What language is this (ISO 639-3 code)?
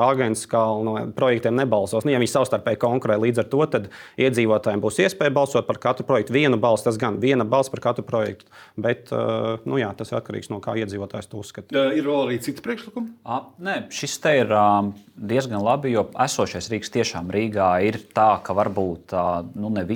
lav